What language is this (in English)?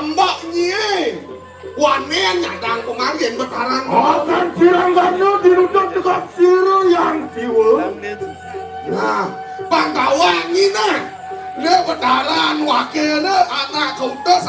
Balinese